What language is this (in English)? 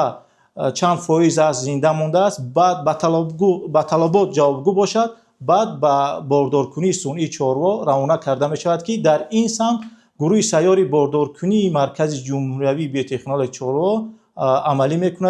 Tajik